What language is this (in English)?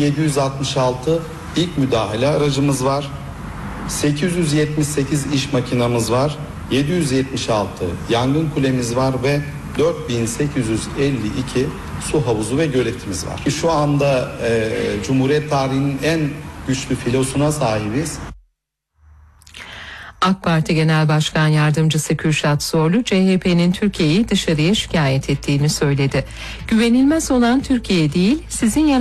Turkish